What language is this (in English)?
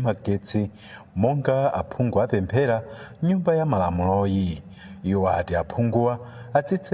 Nyanja